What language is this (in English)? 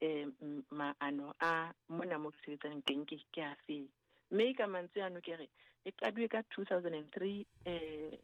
Southern Sotho